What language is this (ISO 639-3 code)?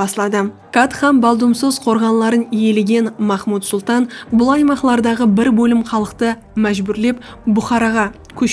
kaa